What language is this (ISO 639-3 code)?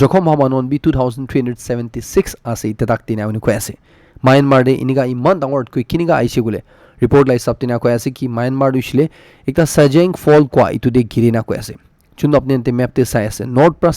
nag